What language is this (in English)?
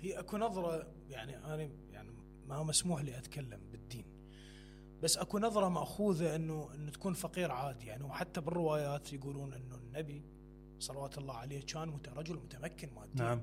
Mesopotamian Arabic